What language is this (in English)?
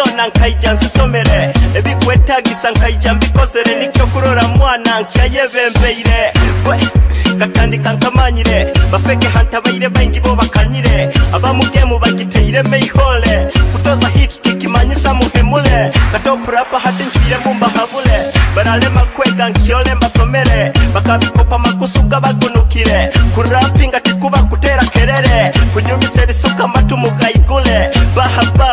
Nyoro